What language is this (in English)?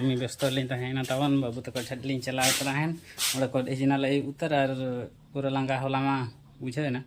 Santali